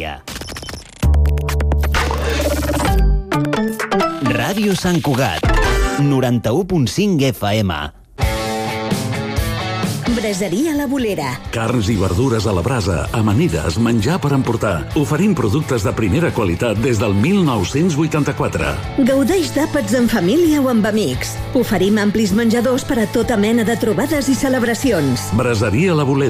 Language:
Catalan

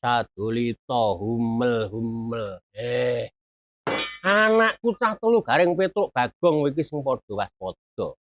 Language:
Javanese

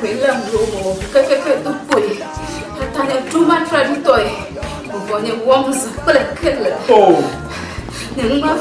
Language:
Ewe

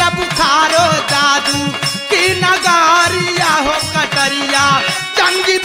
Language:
Bhojpuri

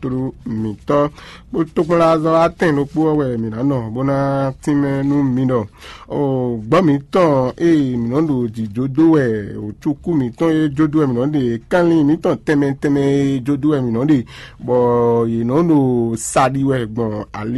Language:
Fon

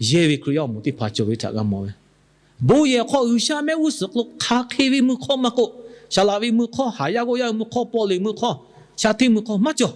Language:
Lahu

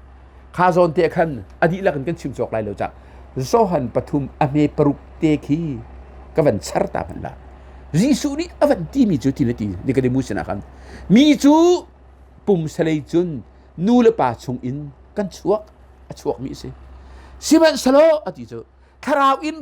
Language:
Hakha Chin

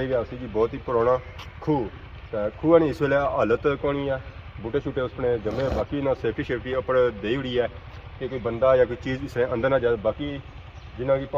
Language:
Pahari-Potwari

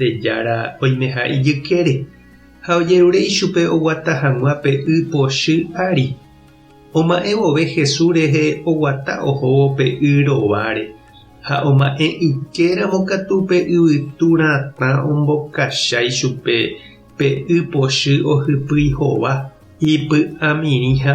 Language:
Guarani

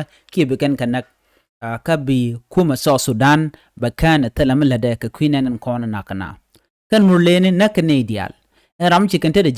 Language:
Nuer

